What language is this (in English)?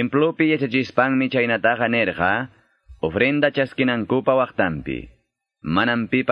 Quechua